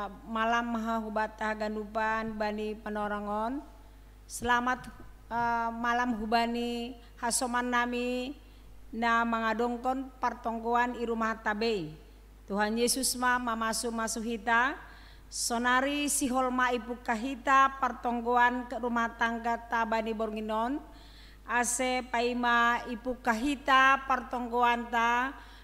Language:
Batak Simalungun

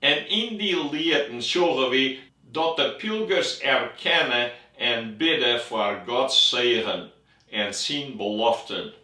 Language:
Western Frisian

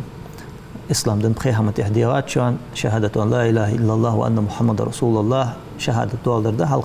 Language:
Ingush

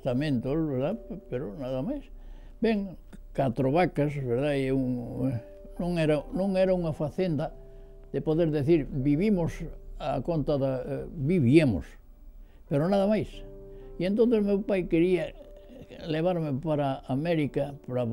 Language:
Galician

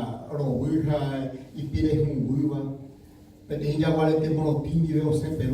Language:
Guarani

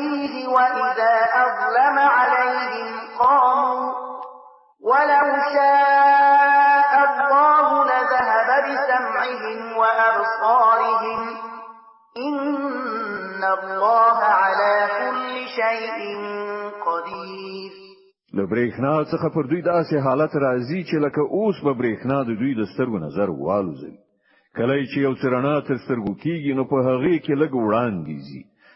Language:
Pashto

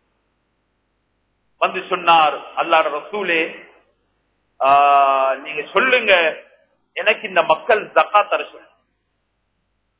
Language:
Tamil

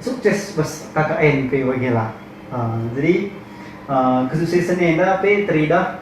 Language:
Batak Karo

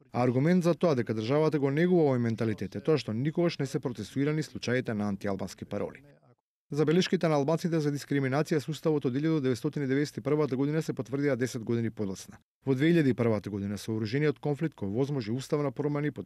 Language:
Macedonian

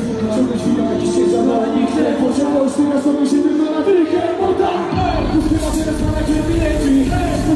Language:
Polish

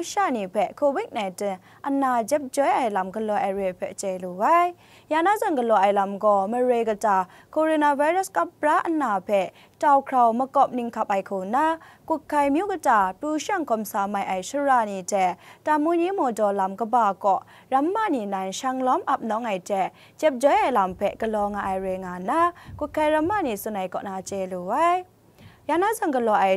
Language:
Kachin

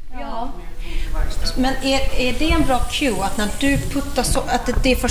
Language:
Swedish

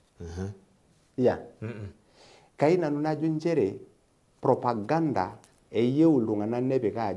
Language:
Masai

